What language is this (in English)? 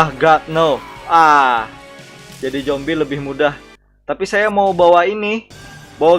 Banjar